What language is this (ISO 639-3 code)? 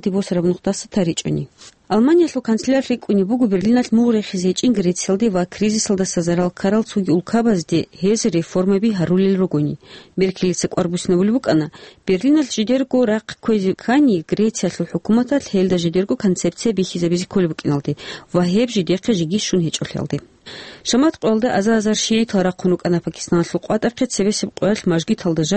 ava